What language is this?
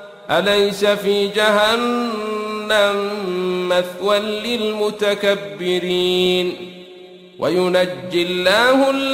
Arabic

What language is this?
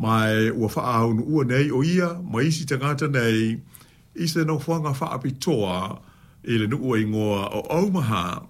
Samoan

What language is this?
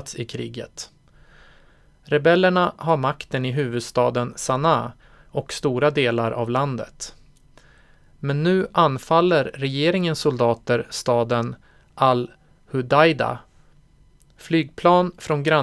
Swedish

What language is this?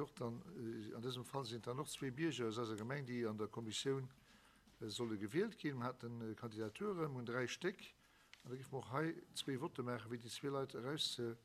Luxembourgish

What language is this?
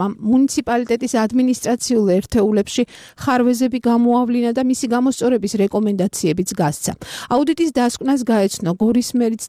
Georgian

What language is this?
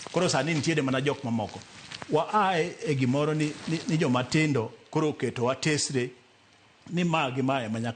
Luo (Kenya and Tanzania)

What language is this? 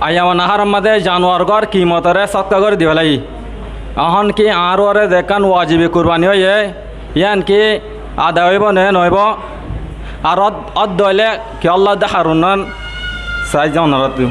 Rohingya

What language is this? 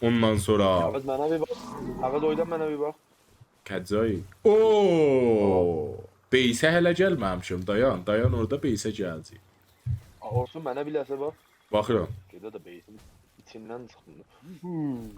South Azerbaijani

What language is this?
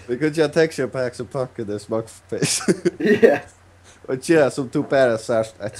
Faroese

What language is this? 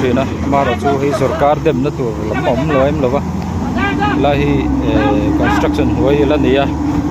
Mizo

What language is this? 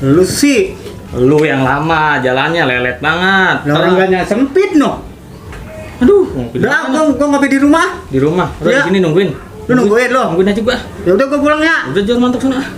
Betawi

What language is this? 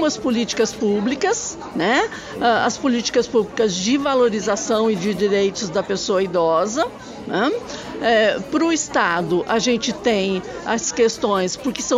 Portuguese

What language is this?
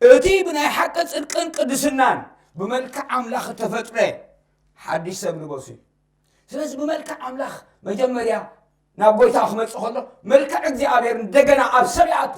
Tigrinya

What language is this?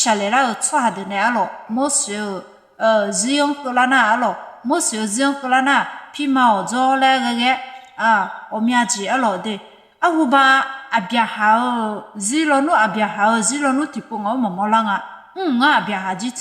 Akha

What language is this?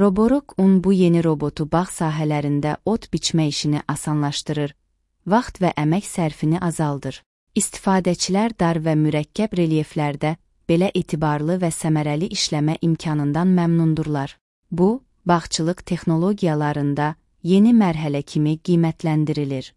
Azerbaijani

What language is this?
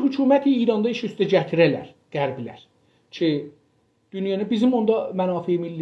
South Azerbaijani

